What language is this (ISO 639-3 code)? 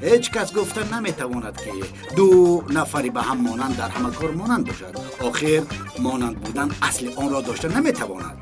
tgk